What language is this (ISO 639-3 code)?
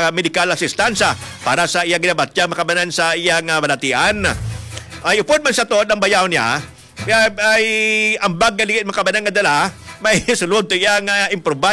hil